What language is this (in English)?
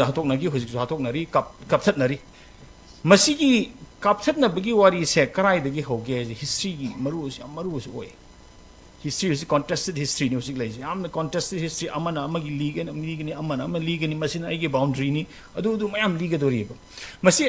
Manipuri